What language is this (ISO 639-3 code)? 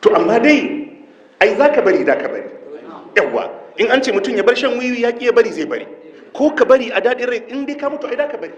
hau